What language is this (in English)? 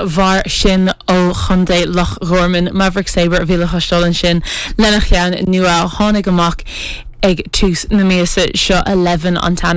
Irish